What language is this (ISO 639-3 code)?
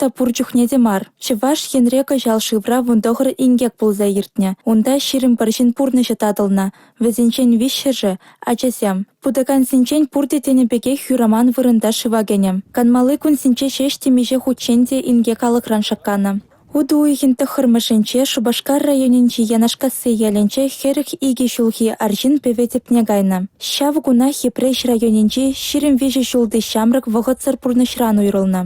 chv